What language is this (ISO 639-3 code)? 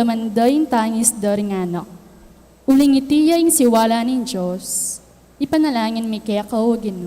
pam